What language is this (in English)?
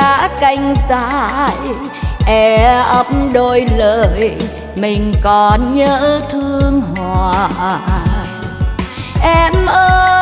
Vietnamese